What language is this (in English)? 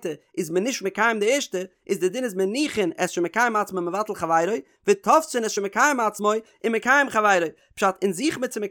Yiddish